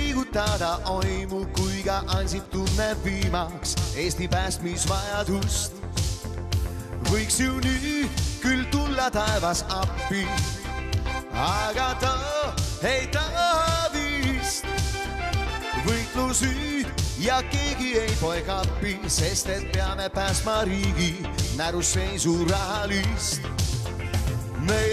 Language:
Estonian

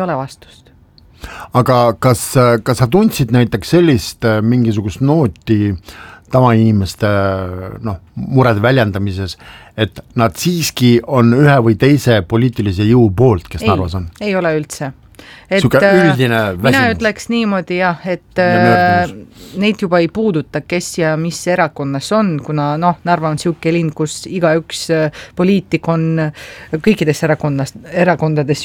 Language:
Estonian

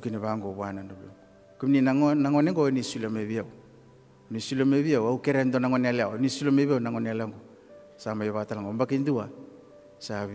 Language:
Fijian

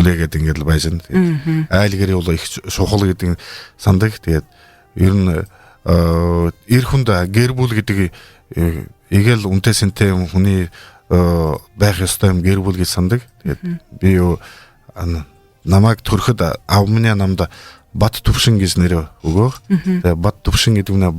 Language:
Buriat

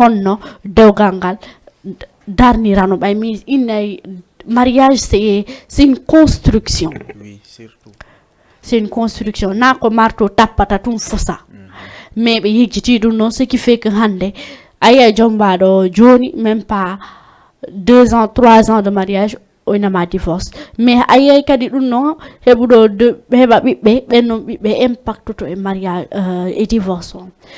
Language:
Fula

